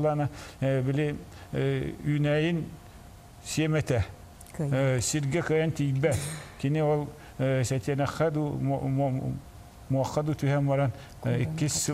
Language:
Yakut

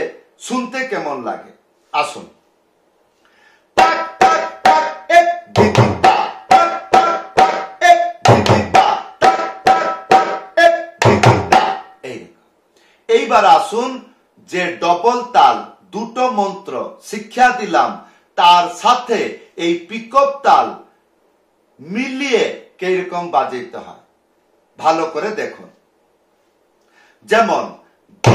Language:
Bangla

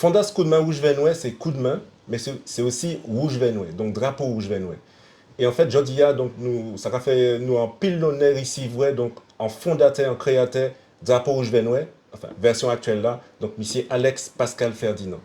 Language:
Guadeloupean Creole French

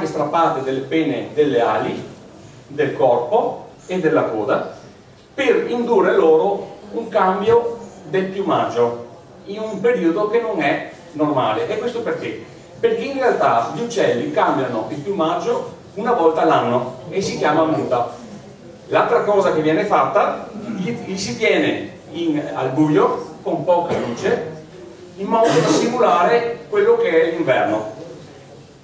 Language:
Italian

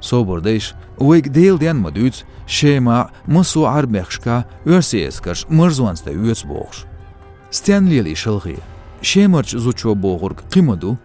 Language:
Chechen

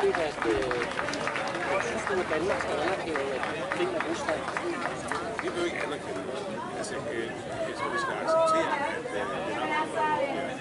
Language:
Danish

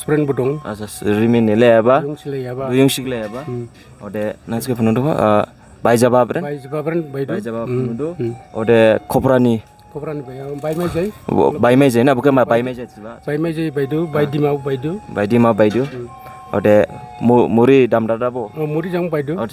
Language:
Dimasa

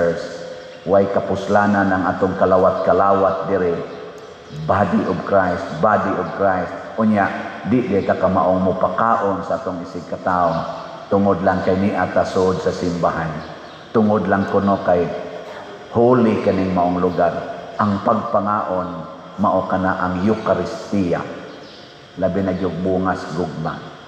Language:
Cebuano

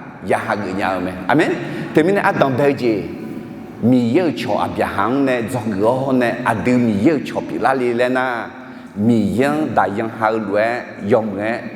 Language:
Akha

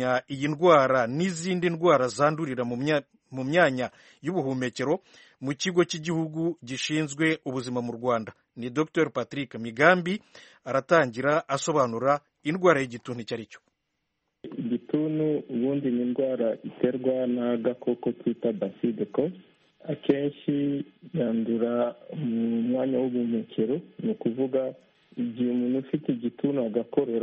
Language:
Kinyarwanda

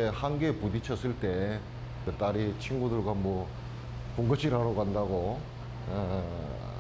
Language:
Korean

